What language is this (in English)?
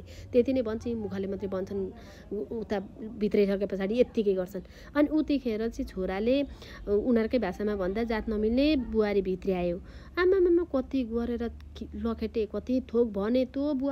Nepali